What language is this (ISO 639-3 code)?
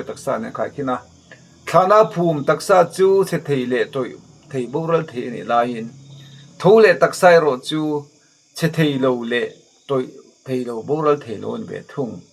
lus